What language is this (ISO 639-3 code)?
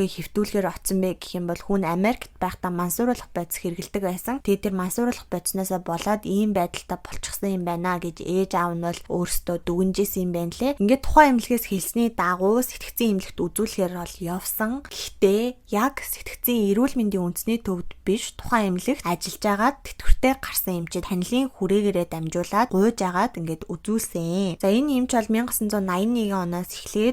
mon